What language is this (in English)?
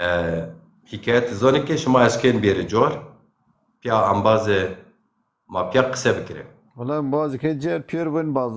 Zaza